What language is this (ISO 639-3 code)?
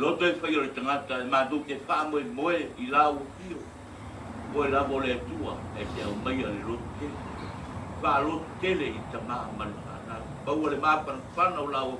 smo